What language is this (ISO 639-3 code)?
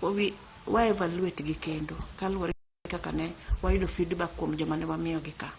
luo